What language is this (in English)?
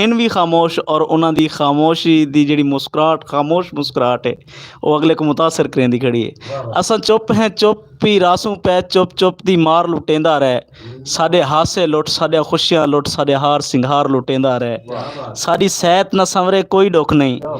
Western Panjabi